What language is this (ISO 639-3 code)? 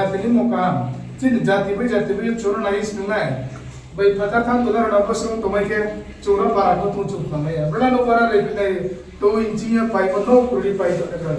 ria